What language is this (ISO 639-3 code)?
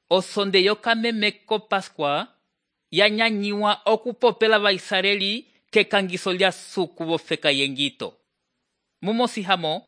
umb